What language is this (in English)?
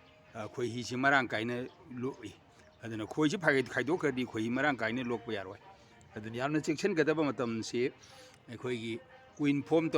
Manipuri